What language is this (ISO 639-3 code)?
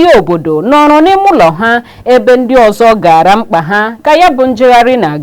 ibo